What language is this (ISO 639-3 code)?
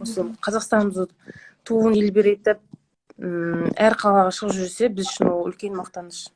kaz